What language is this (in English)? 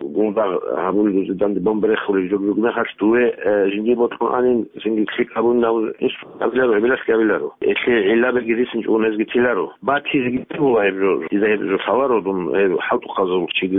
Avaric